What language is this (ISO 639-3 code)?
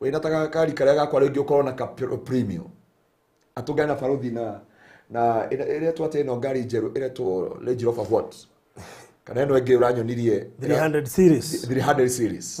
kik